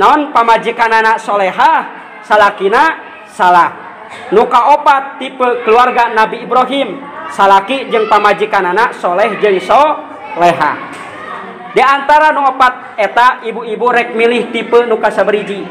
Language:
Sundanese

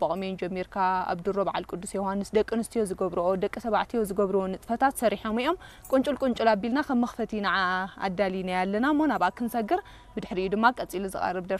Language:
Tigrinya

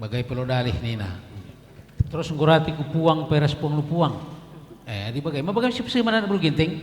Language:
Batak Karo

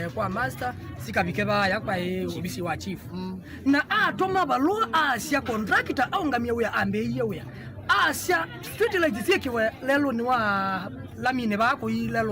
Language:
Kamba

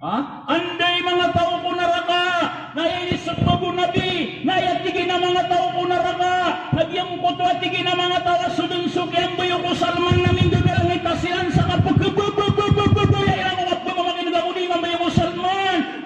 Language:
Maranao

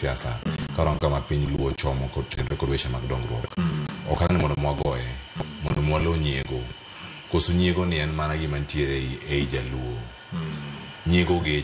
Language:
Luo (Kenya and Tanzania)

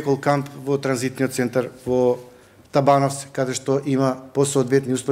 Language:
Macedonian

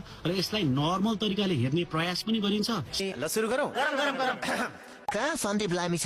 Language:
Nepali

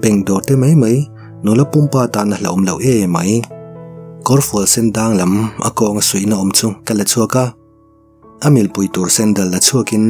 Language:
Mizo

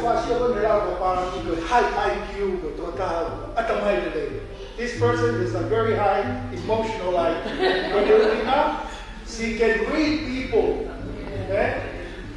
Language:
Tongan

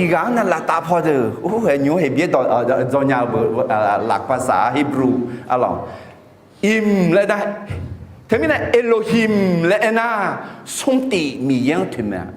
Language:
Akha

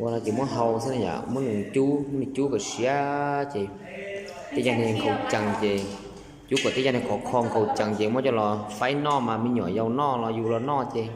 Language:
Hmong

